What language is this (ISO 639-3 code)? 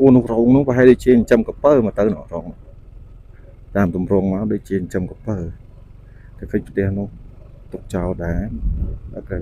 khm